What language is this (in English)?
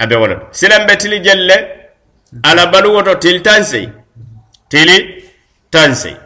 Mandingo